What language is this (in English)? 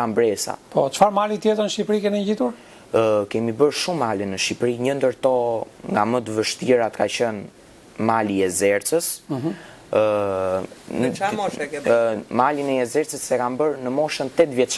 Albanian